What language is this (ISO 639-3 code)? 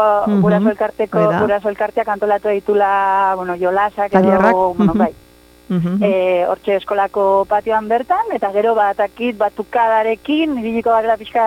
eus